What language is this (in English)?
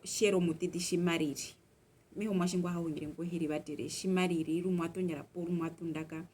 Herero